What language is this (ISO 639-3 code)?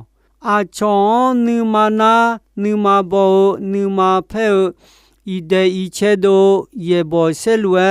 ahk